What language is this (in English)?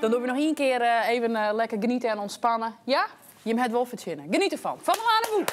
Western Frisian